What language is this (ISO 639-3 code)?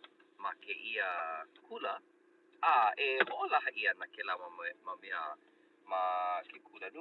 haw